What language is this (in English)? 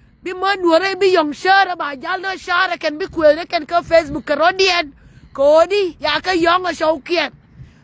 Nuer